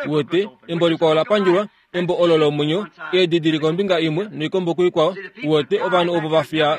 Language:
Kuanyama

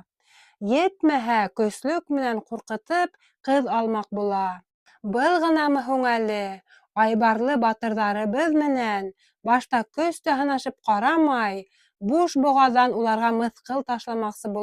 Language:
Bashkir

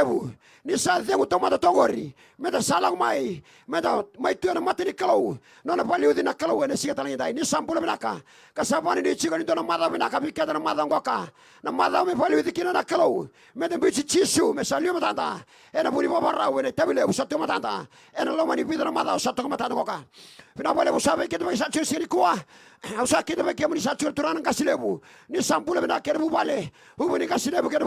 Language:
Fijian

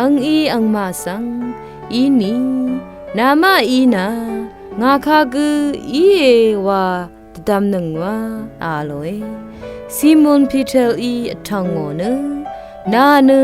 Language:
Rawang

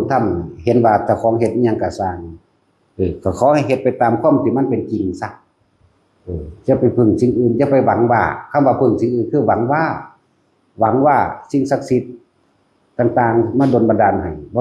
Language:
Northeastern Thai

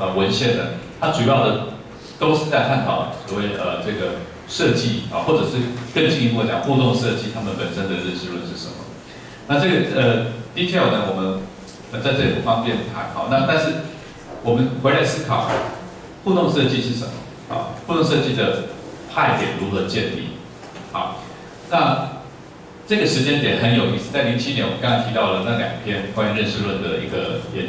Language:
Chinese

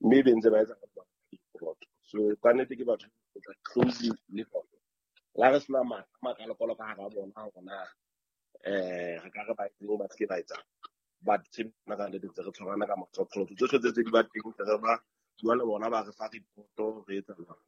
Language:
Southern Sotho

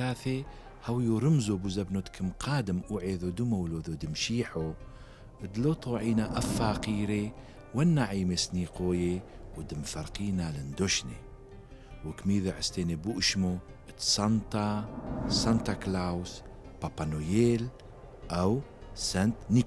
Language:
Turoyo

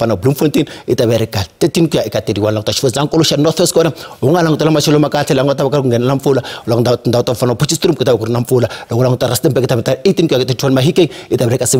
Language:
Tsonga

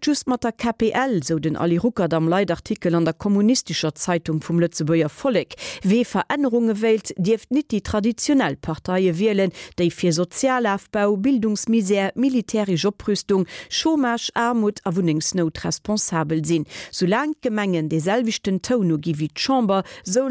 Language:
Luxembourgish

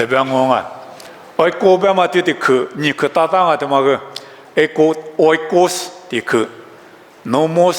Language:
Lisu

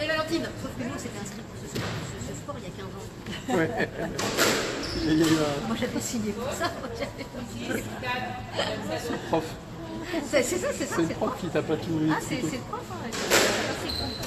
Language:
French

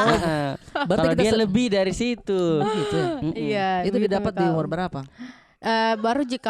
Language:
Makassar Malay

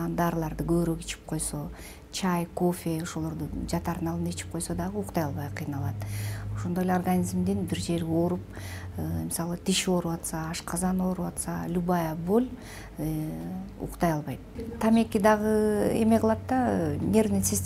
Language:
Kyrgyz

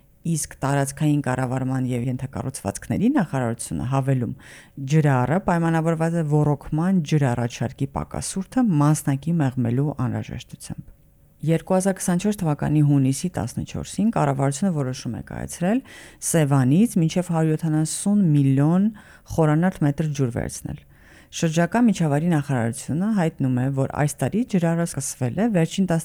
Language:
Armenian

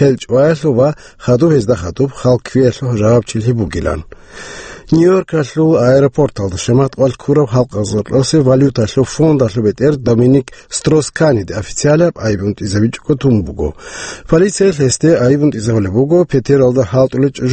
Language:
Avaric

